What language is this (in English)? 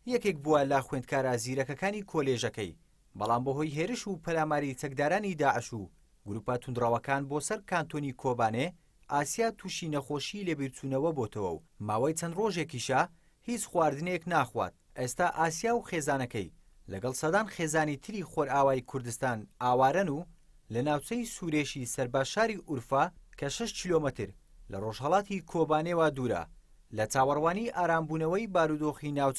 Central Kurdish